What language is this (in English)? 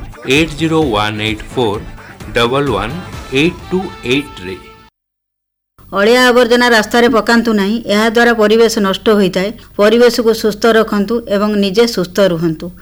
Odia